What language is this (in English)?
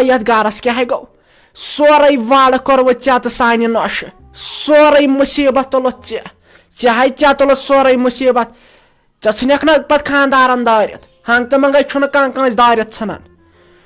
Kashmiri